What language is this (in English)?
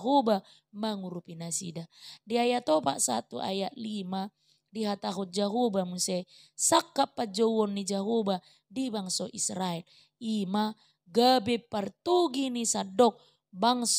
Batak Toba